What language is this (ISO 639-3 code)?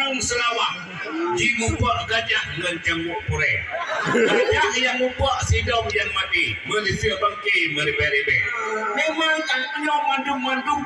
ace